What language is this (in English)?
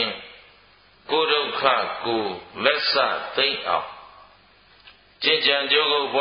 Burmese